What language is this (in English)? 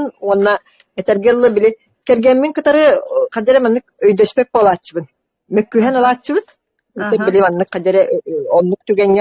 Yakut